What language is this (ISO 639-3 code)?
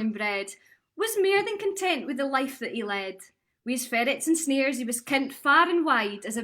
sco